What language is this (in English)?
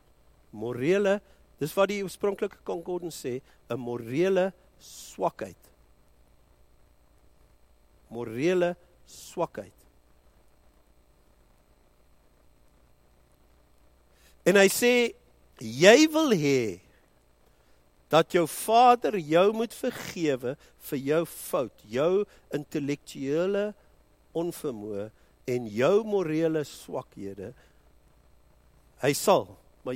Afrikaans